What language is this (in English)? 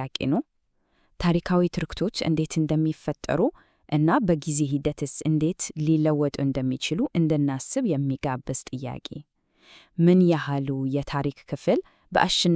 Amharic